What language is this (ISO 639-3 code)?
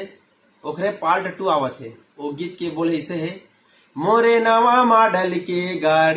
hne